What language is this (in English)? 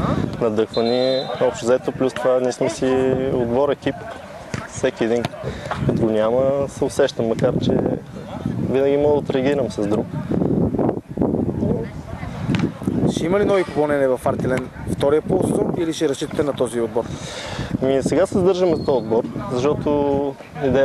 Bulgarian